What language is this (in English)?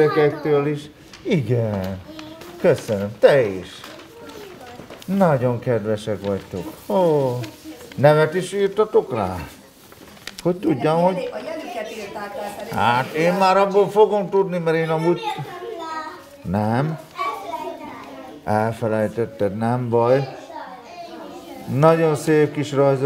Hungarian